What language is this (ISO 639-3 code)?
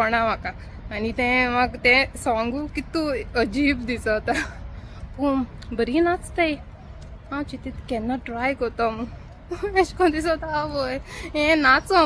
kok